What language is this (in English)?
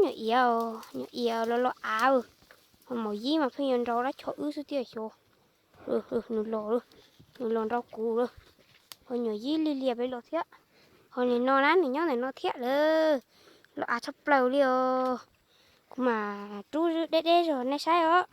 Hmong